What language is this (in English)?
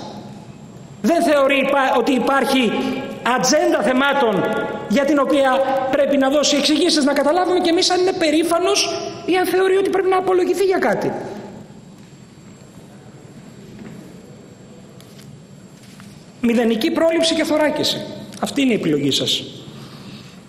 Greek